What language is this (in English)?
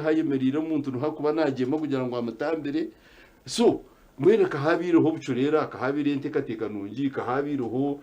Nyankole